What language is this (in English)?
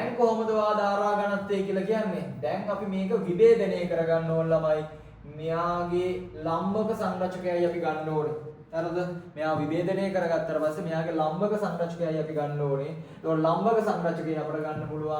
Sinhala